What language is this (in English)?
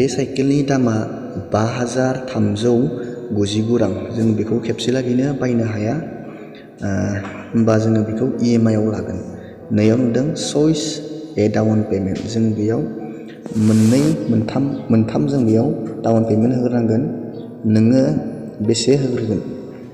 Bodo